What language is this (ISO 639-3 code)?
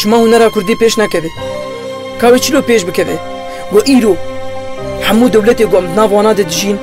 kur